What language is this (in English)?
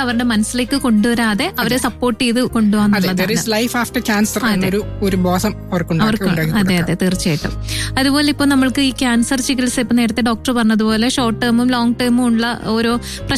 Malayalam